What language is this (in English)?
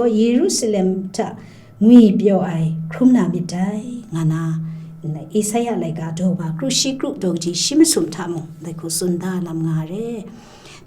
Kachin